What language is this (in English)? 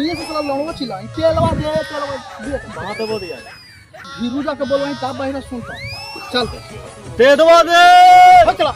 Magahi